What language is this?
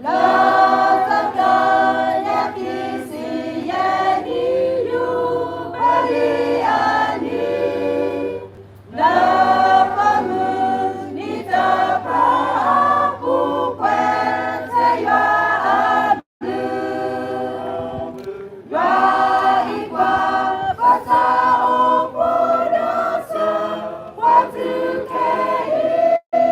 S'gaw Karen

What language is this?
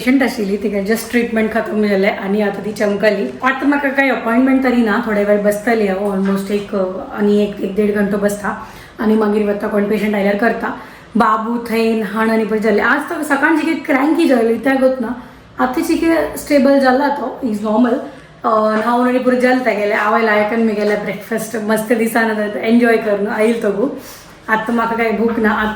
Konkani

